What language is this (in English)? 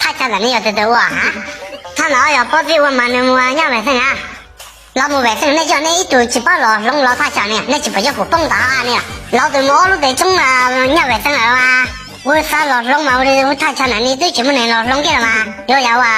Hmong